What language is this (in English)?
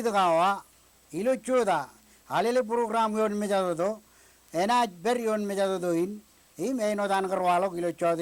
Marshallese